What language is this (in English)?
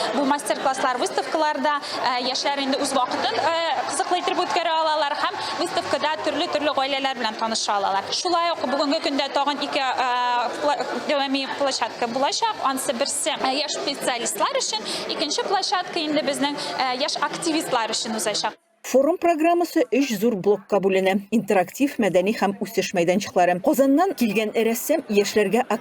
Tatar